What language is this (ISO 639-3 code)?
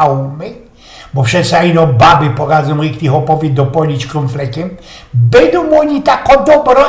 szl